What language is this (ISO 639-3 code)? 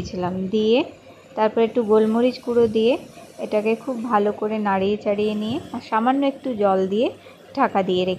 ben